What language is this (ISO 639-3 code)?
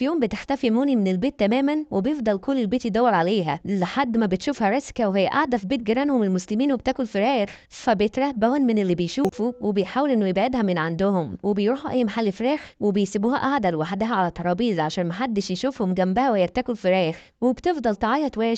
arz